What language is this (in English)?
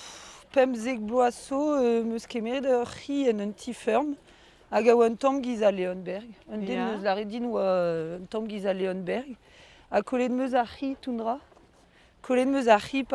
Breton